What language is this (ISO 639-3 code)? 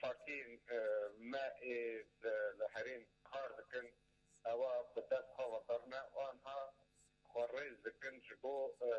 kur